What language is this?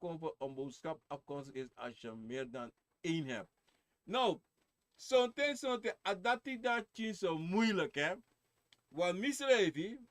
Sranan Tongo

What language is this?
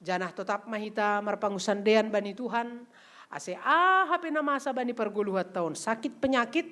Batak Simalungun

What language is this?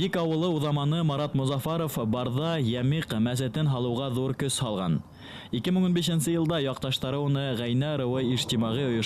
Bashkir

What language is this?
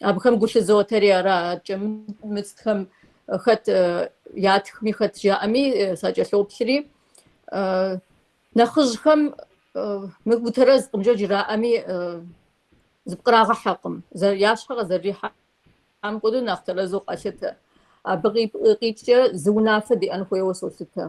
Kabardian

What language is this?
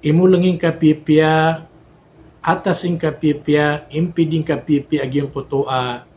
Maranao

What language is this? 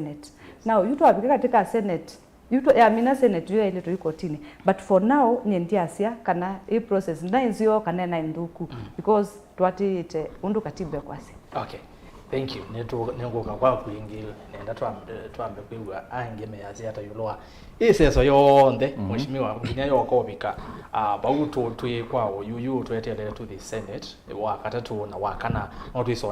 Kamba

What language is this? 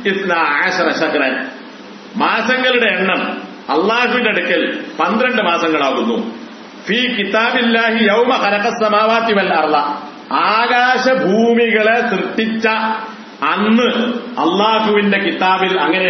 Malayalam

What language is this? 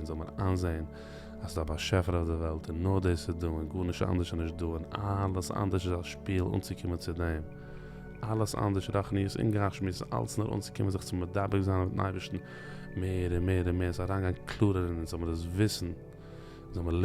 Yiddish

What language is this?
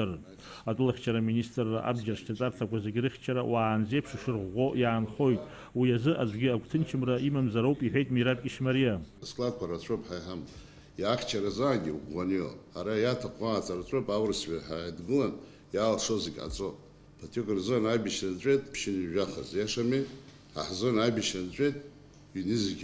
Abkhazian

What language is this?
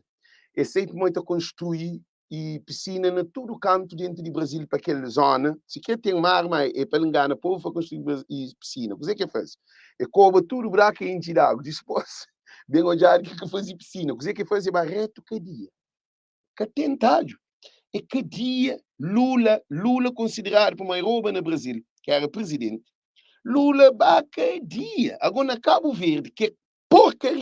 Kabuverdianu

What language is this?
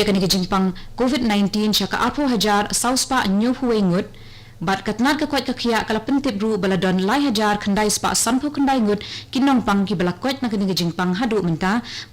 Khasi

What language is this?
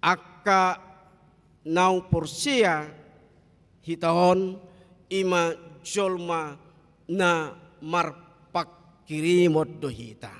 Batak Toba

